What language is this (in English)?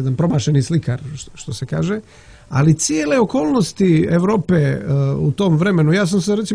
Croatian